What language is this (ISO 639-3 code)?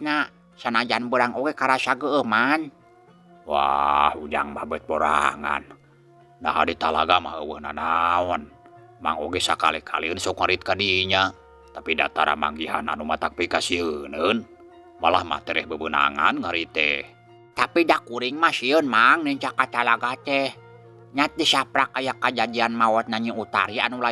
sun